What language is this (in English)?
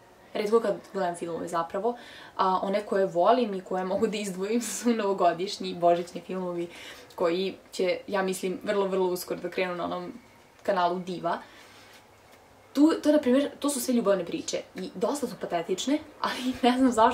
Serbian